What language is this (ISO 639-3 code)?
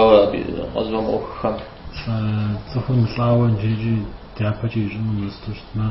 kbd